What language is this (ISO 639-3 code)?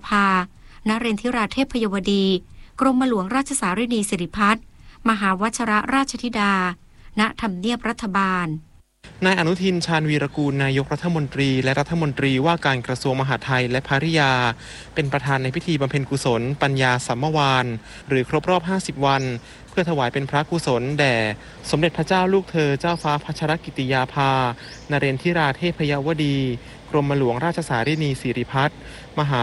tha